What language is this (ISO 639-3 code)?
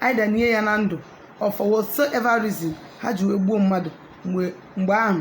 ibo